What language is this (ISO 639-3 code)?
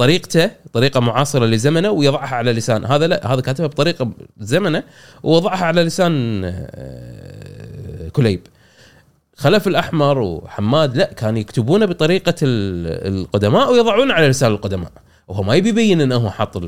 afb